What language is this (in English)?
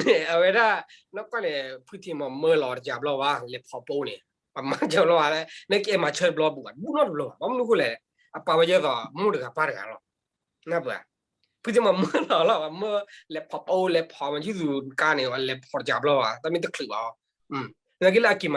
S'gaw Karen